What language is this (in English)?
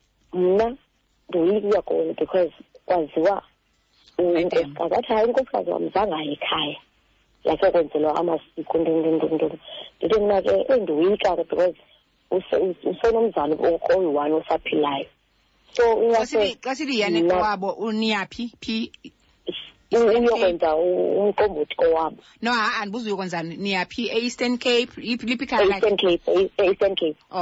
Xhosa